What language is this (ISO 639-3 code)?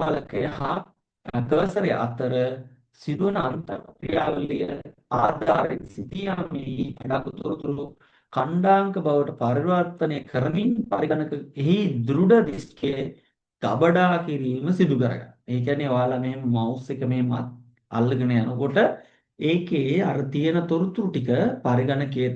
sin